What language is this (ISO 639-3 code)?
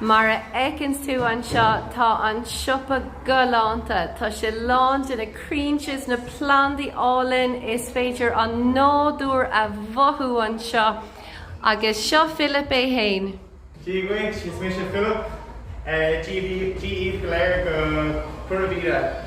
gle